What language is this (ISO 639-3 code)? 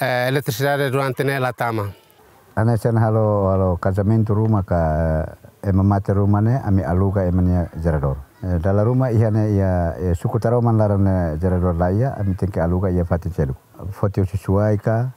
tet